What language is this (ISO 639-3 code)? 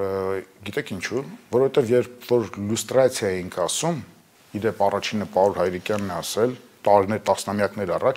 hye